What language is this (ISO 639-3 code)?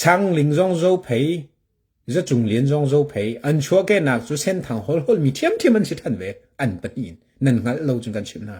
cnh